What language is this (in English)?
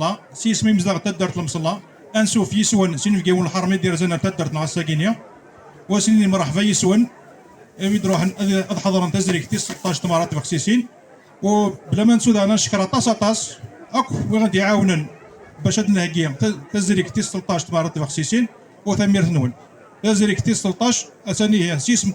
Kabyle